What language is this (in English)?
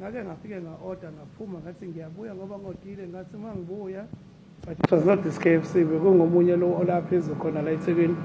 Zulu